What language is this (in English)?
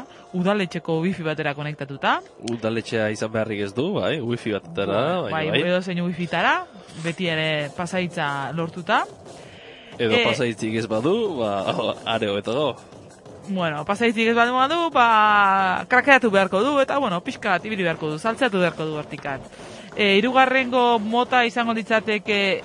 Basque